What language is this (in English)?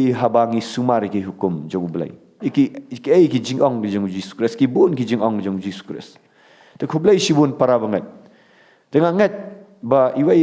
Khasi